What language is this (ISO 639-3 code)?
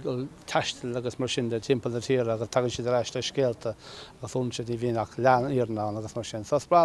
gle